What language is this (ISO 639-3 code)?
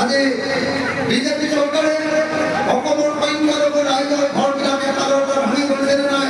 asm